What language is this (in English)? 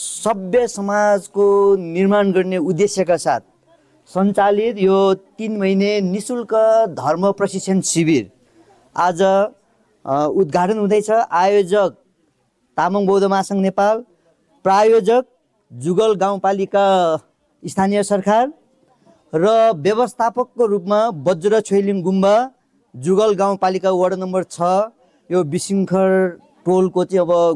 Nepali